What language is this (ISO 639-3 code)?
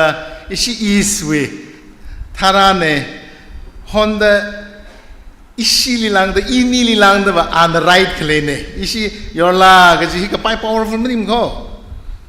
nmf